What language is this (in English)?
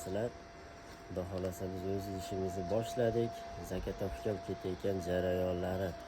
Uzbek